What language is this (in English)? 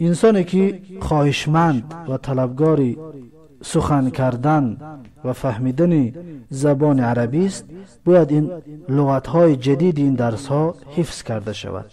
Tajik